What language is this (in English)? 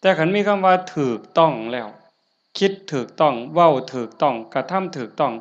Northeastern Thai